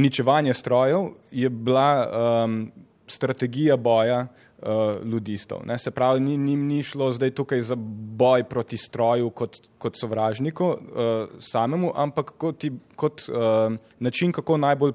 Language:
Slovenian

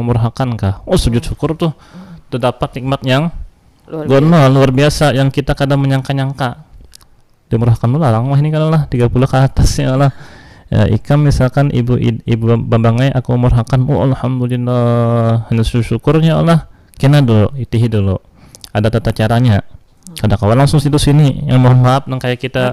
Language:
Banjar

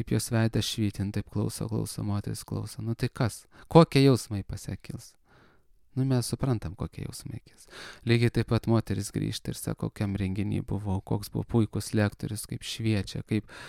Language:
Lithuanian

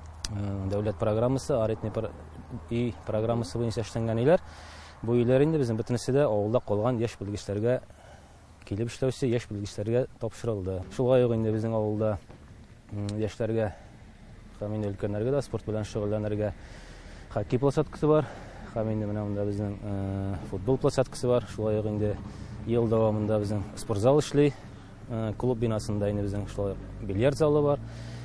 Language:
Tatar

